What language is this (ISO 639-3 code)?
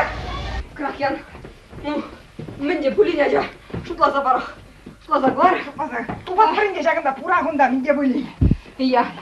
chv